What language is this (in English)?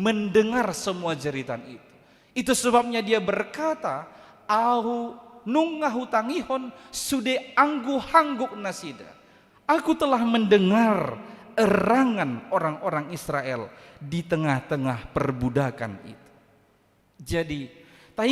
Batak Toba